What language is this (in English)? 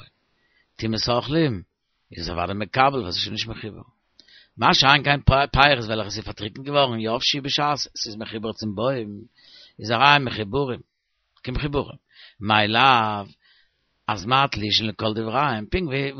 Yiddish